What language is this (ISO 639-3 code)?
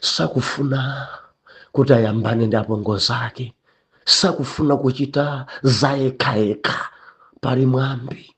nya